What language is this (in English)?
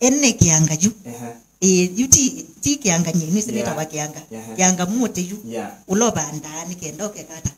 Kamba